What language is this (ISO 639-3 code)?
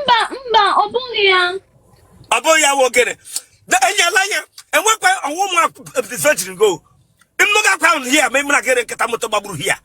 ibo